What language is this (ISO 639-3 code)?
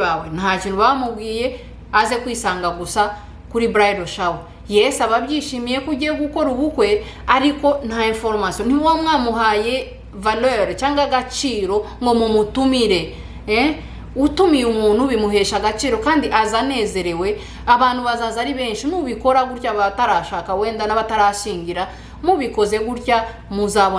kin